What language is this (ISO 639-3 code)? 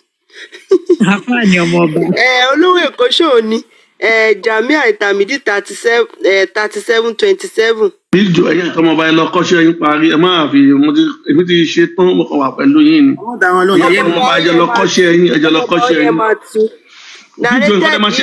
yor